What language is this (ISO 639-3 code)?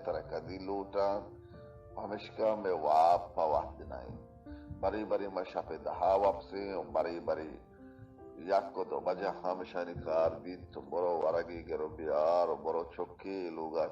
bal